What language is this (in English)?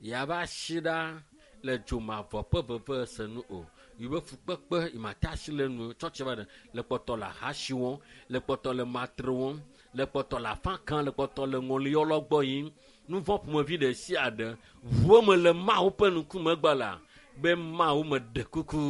Ewe